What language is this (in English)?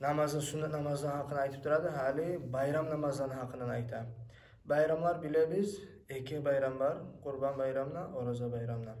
Kumyk